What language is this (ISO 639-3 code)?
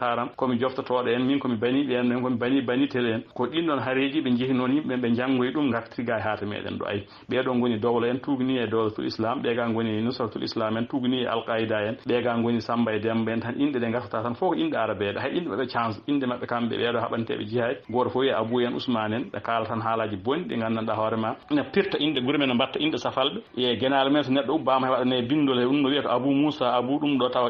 ful